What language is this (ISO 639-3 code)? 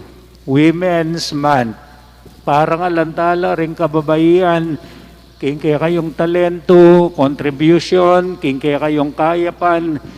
pam